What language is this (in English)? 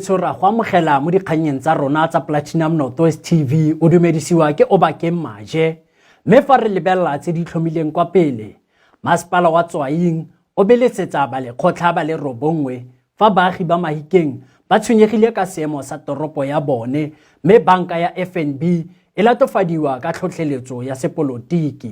Tswana